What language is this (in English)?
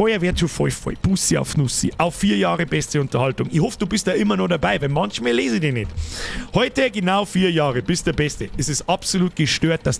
Bavarian